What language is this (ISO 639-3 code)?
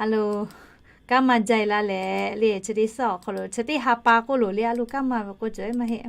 lhu